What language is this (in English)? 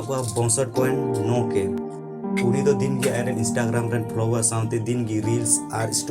Santali